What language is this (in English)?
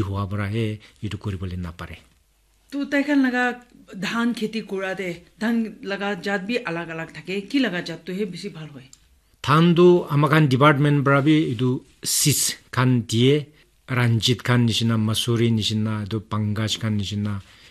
Naga Pidgin